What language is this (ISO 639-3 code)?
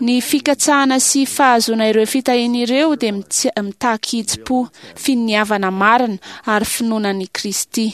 mlg